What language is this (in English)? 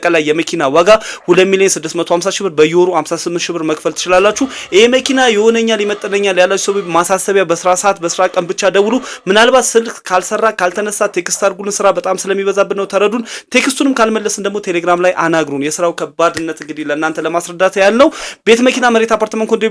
Amharic